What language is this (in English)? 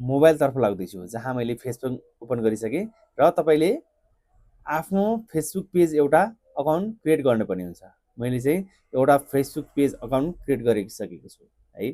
Nepali